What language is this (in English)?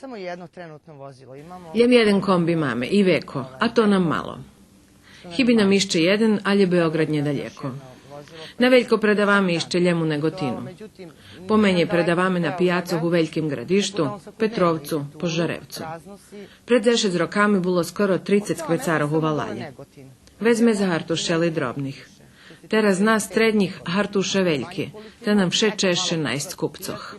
Rusyn